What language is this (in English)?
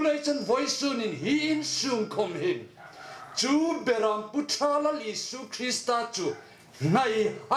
Hmar